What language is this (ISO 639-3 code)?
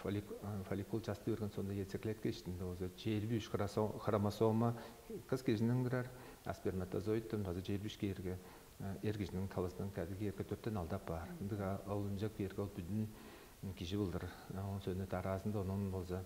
tyv